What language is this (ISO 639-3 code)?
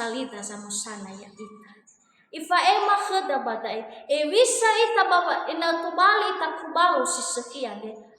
nia